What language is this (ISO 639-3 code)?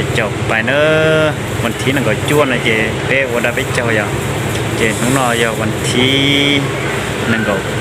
hmn